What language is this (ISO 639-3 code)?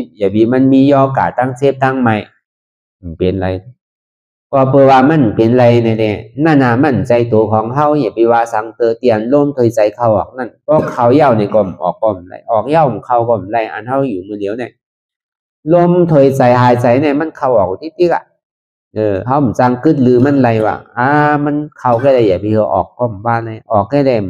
shn